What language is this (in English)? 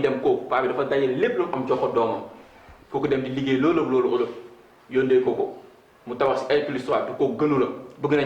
Wolof